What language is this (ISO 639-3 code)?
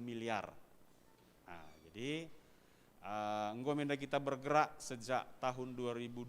btx